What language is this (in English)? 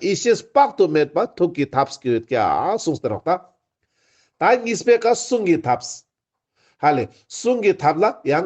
Ladakhi